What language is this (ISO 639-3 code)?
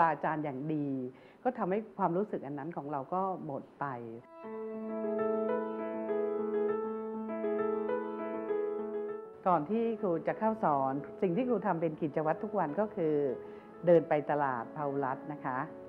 tha